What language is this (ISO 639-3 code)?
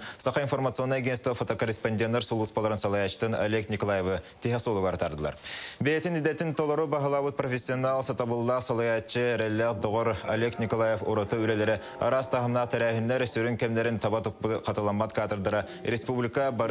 sah